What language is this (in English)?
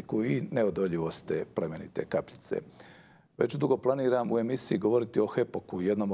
Bosnian